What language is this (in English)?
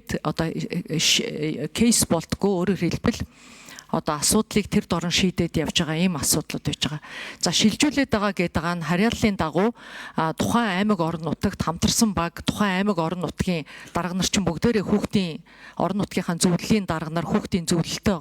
Mongolian